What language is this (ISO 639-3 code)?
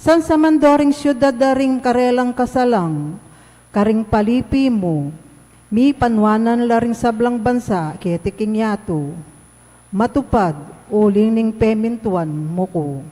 pam